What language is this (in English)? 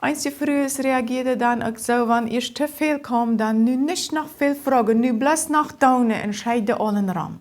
Plautdietsch